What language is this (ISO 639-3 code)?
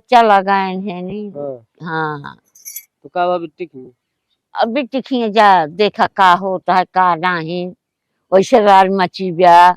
awa